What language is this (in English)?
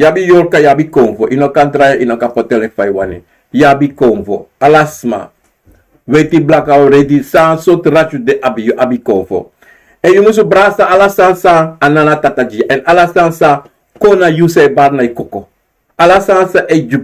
Sranan Tongo